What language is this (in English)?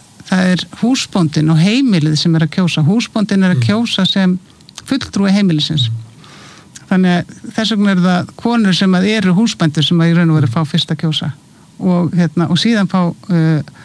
Icelandic